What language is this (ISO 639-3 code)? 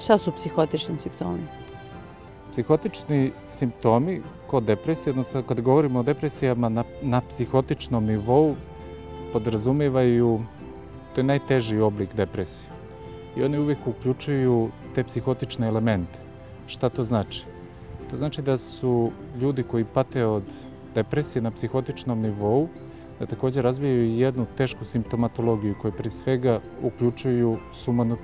srp